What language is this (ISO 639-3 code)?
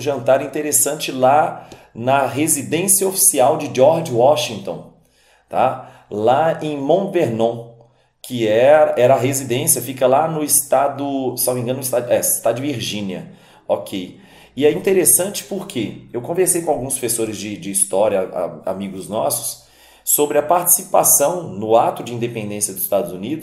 por